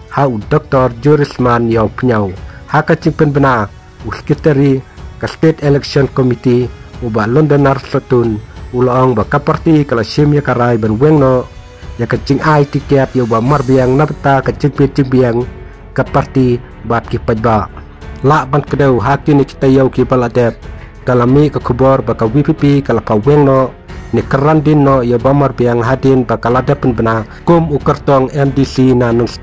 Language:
Khasi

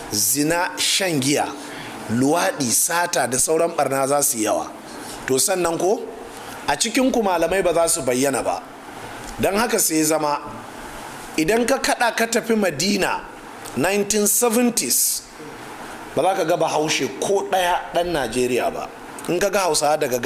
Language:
Hausa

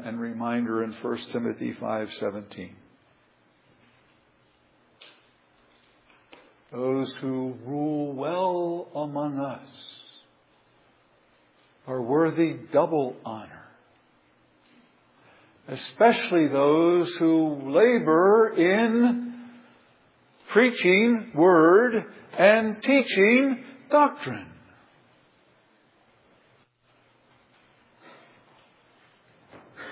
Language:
English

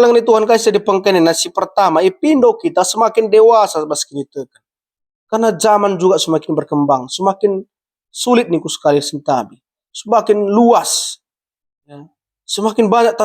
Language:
Batak Karo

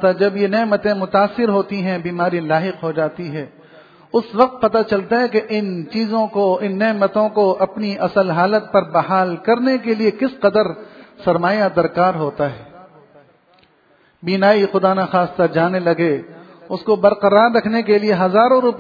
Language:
Urdu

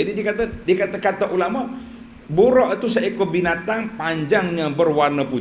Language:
Malay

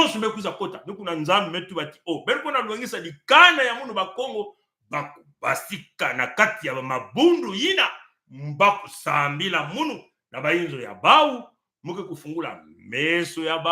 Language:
Kituba (Congo)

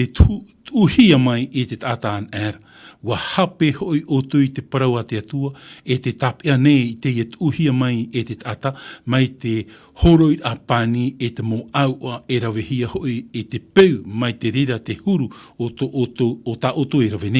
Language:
Tahitian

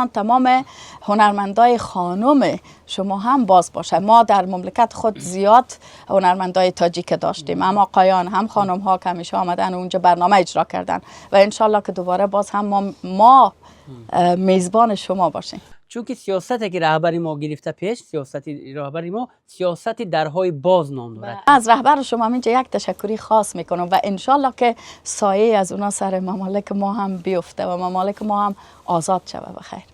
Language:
Persian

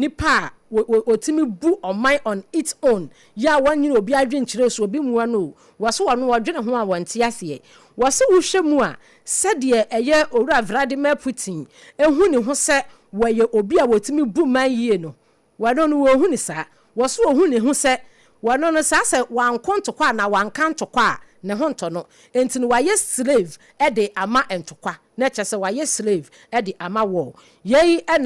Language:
Akan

